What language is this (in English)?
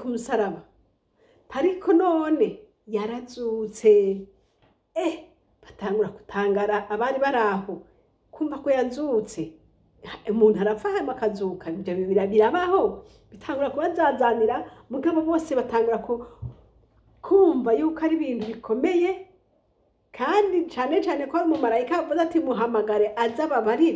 Rundi